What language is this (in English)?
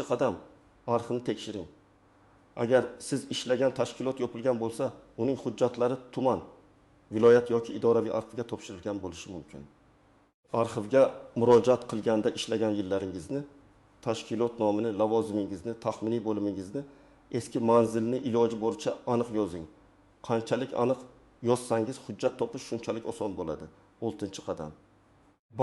Uzbek